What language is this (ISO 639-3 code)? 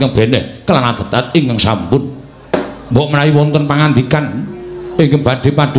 jav